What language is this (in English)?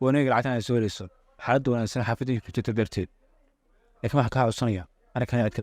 Somali